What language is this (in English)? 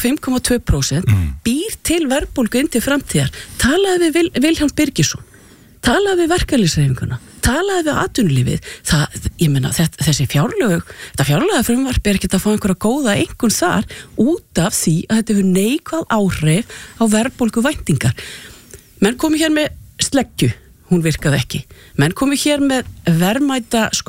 Icelandic